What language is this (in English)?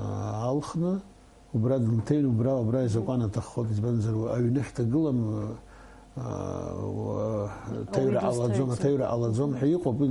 Abkhazian